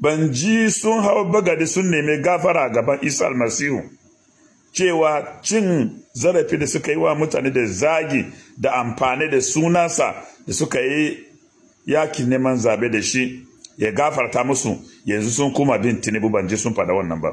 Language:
Hausa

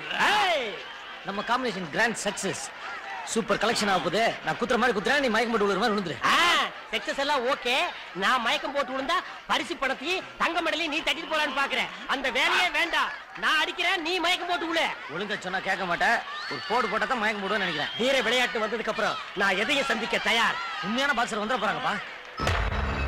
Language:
Tamil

